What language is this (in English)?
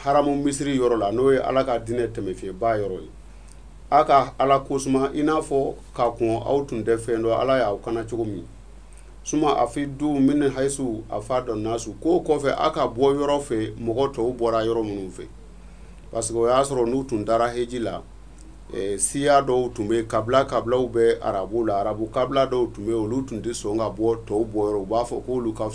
Bambara